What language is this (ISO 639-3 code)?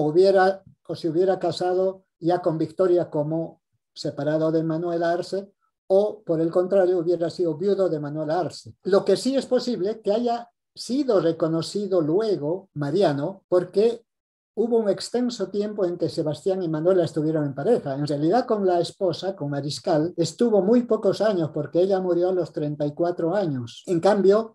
spa